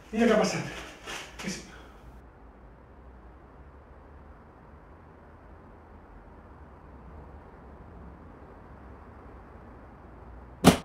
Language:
Catalan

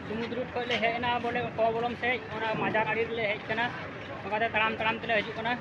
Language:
Santali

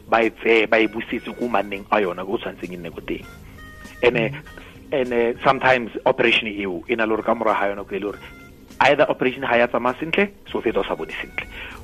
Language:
Tswana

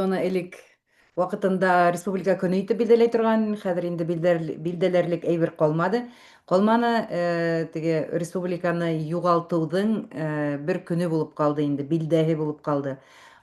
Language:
Bashkir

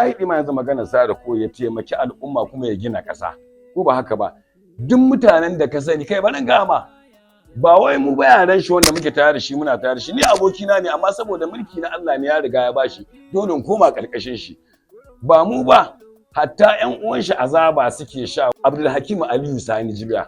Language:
Hausa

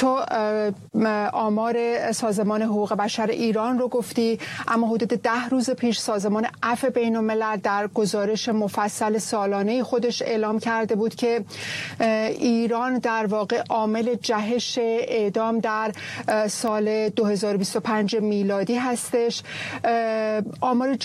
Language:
Persian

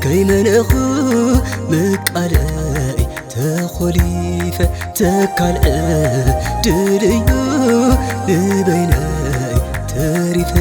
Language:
Tigrinya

